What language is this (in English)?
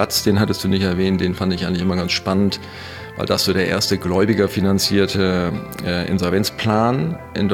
German